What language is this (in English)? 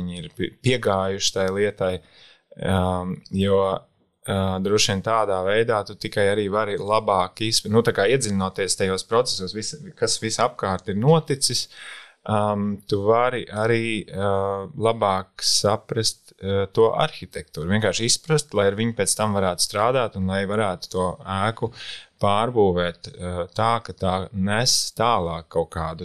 Latvian